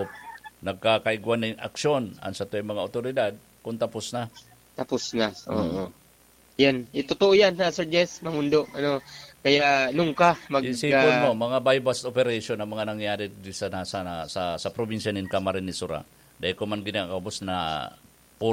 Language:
Bikol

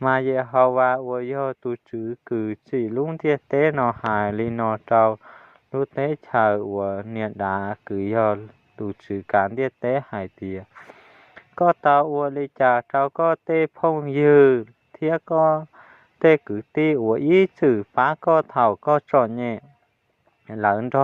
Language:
Hmong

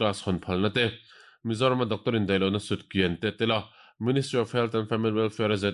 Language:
Mizo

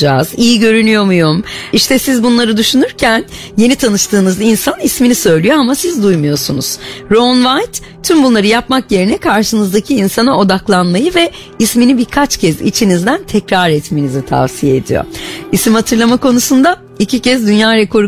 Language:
Turkish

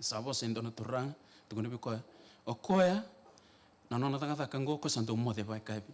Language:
Fijian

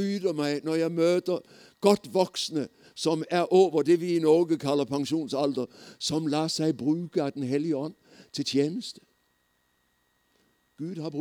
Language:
Norwegian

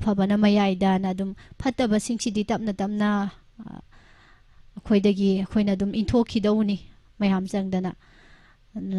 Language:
Manipuri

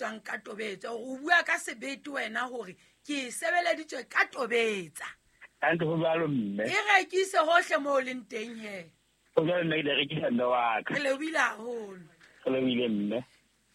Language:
Southern Sotho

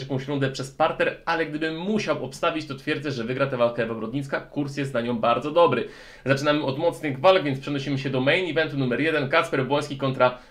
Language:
Polish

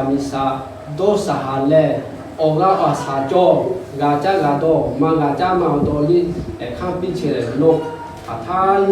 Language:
Lahu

